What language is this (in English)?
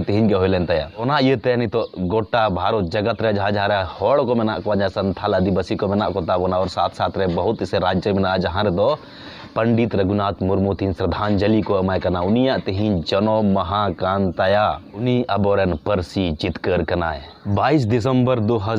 Santali